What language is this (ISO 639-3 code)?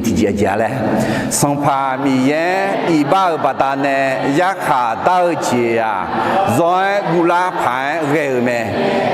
ahk